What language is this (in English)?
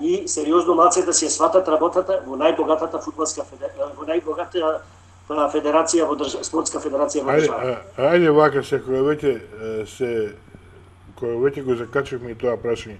Macedonian